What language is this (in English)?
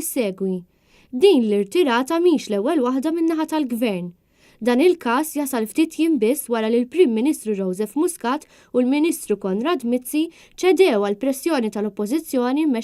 Maltese